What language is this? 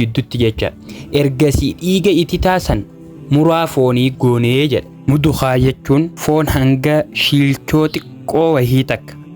Oromo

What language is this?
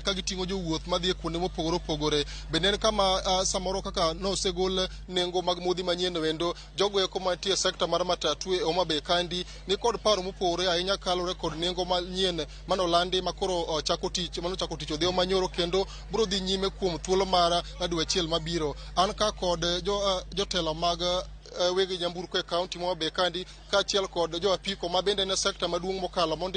Luo (Kenya and Tanzania)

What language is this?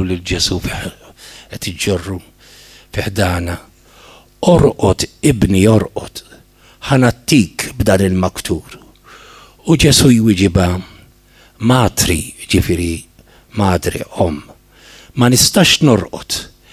Maltese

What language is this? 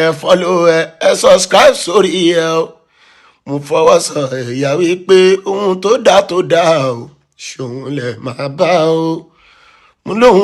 Yoruba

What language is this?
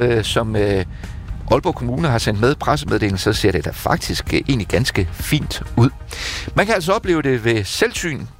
Danish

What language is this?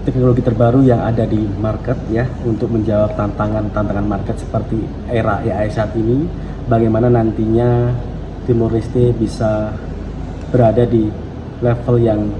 Tetum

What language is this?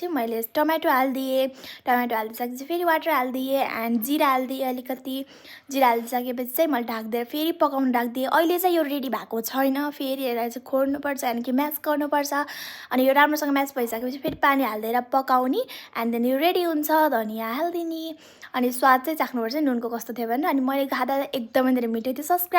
Nepali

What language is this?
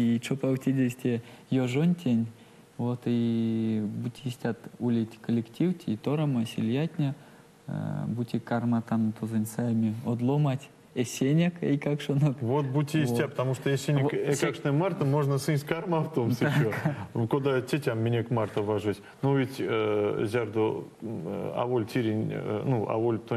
Erzya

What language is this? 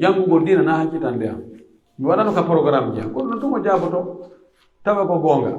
Pular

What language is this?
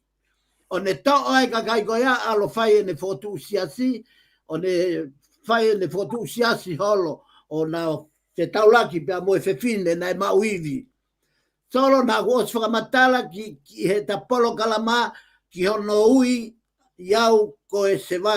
Tongan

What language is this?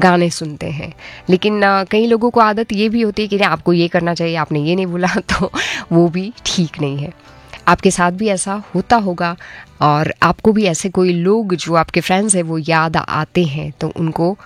Hindi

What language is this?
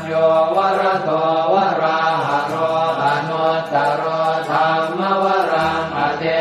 Pali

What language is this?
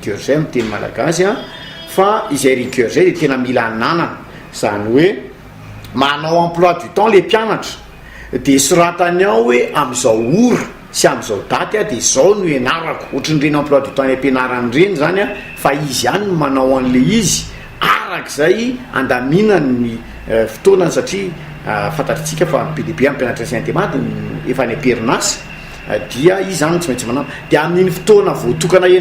Malagasy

